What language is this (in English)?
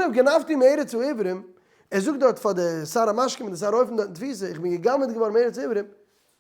Yiddish